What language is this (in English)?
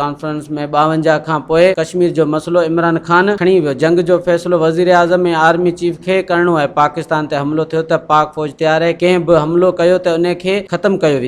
Sindhi